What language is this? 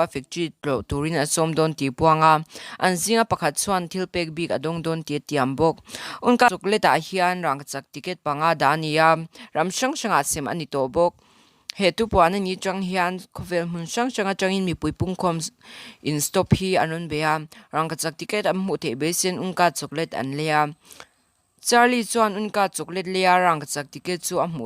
Mizo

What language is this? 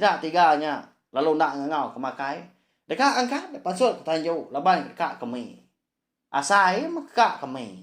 Iban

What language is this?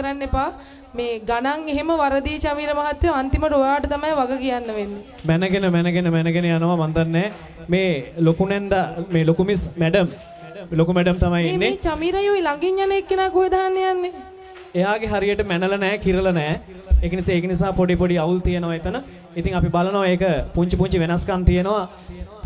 Sinhala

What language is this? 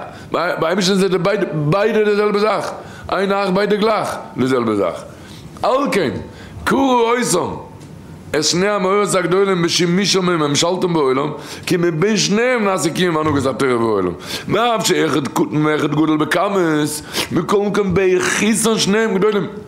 Yiddish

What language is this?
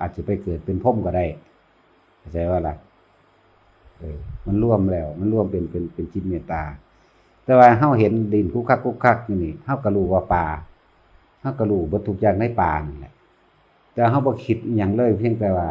Northeastern Thai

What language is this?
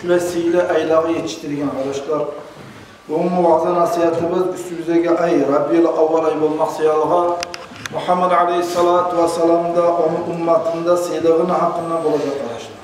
Kumyk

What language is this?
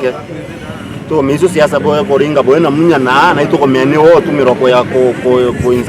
Meru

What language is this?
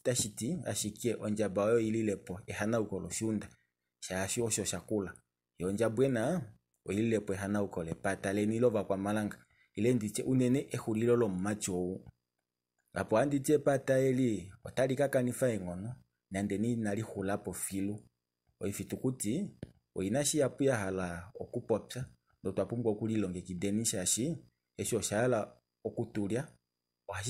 Kuanyama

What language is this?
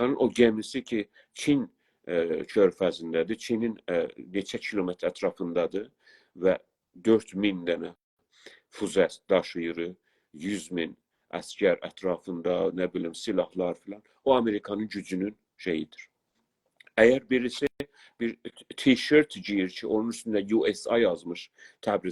South Azerbaijani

